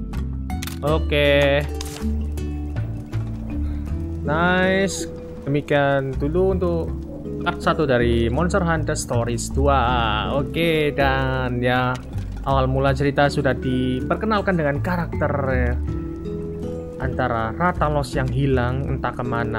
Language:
Indonesian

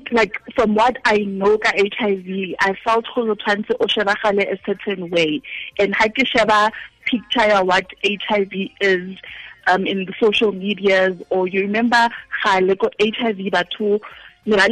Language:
Tswana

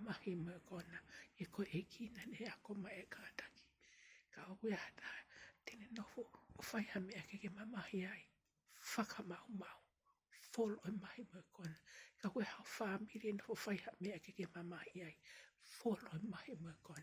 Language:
Tongan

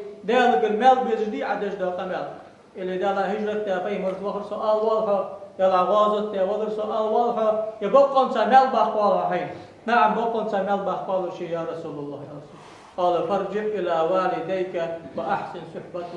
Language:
Ingush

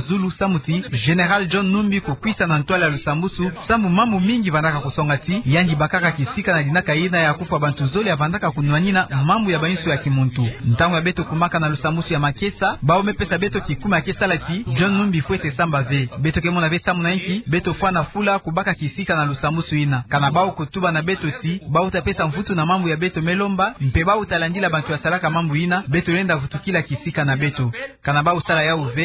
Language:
Kituba (Democratic Republic of Congo)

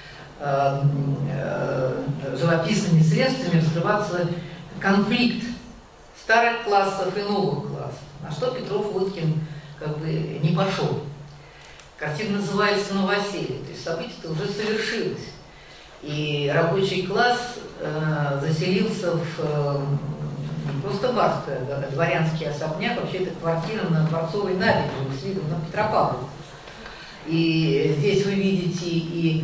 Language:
Russian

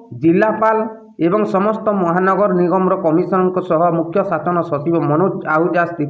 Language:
Odia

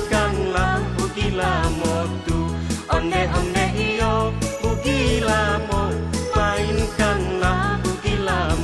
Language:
Minangkabau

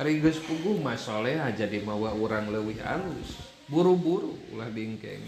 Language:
Sundanese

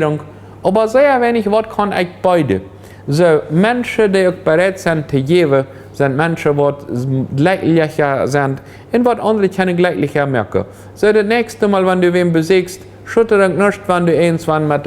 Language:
Plautdietsch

